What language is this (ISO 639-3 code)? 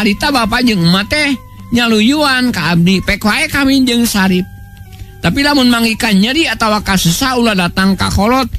sun